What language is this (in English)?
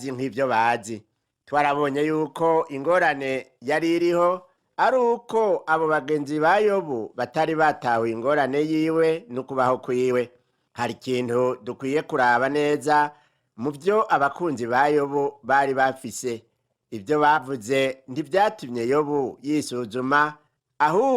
Rundi